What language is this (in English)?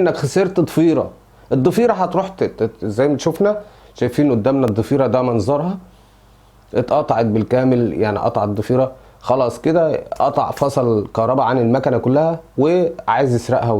Egyptian Arabic